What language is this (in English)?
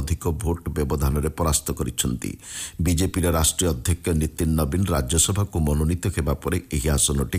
Odia